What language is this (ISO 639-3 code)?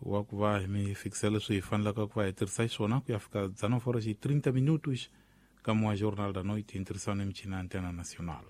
tso